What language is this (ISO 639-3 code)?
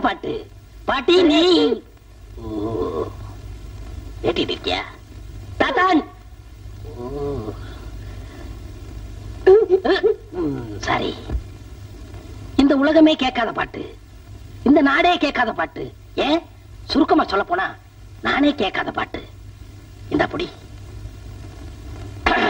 tam